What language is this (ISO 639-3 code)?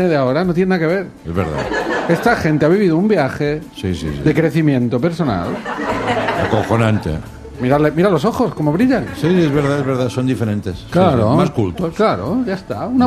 spa